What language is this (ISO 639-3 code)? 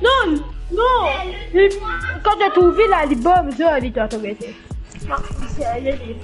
mfe